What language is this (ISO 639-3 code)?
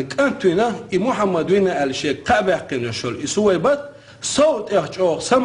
che